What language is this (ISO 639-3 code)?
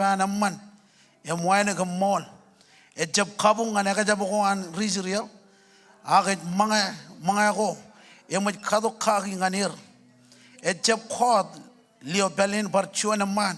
mah